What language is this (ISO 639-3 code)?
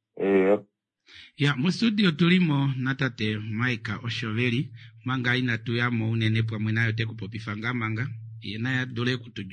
kua